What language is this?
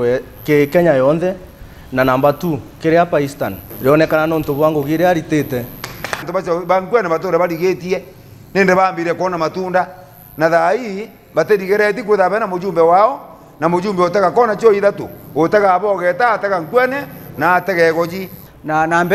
Meru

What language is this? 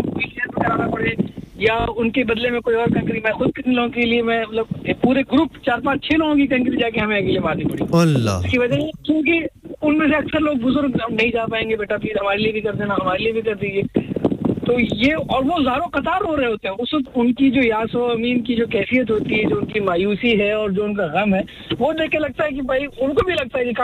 Urdu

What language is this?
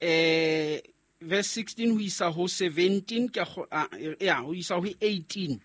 Southern Sotho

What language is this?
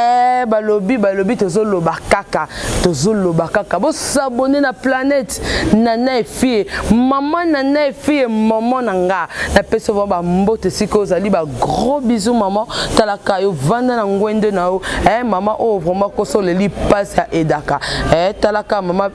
Lingala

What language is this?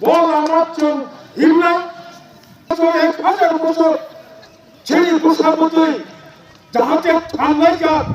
Kok Borok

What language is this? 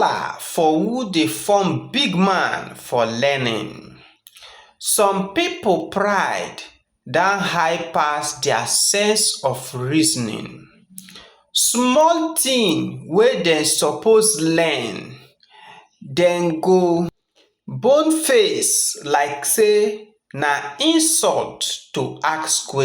Nigerian Pidgin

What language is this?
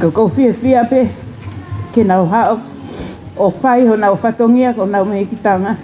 Tongan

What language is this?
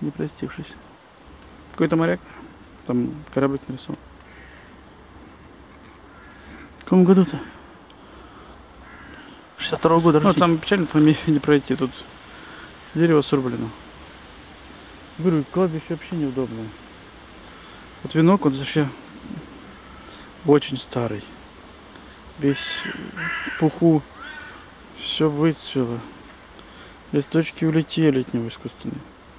Russian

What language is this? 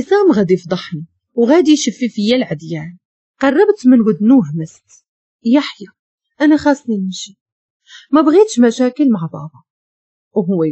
Moroccan Arabic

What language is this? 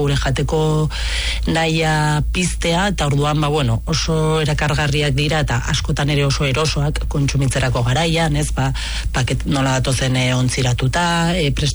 Basque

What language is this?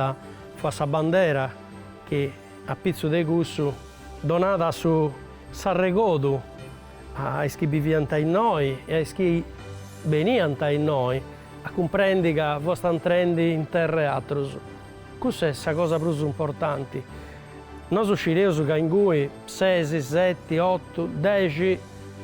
Sardinian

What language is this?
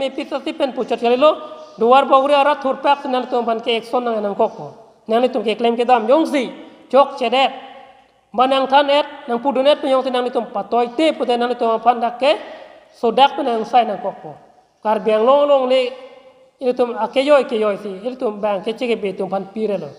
Karbi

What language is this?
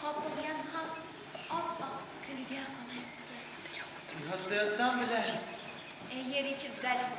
Bashkir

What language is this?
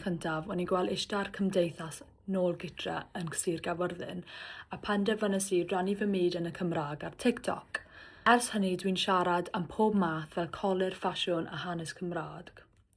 Welsh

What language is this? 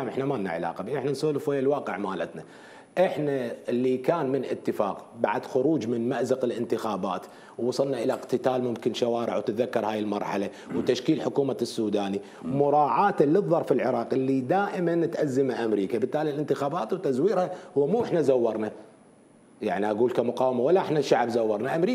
Mesopotamian Arabic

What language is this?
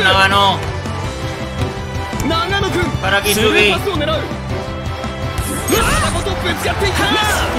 Japanese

